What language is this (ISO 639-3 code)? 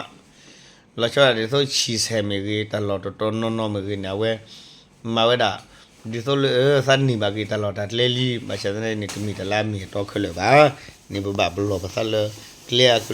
ksw